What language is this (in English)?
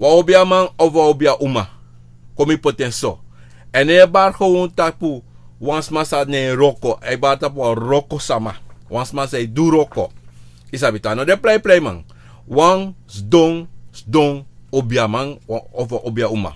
Sranan Tongo